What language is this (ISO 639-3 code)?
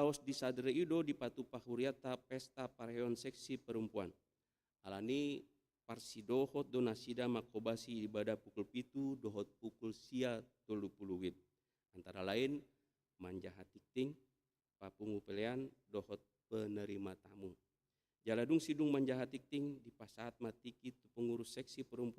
bbc